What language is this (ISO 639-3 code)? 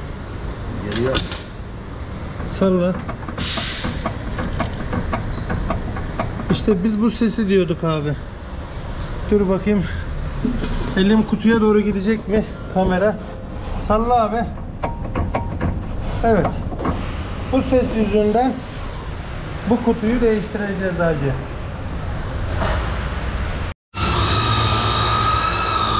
tur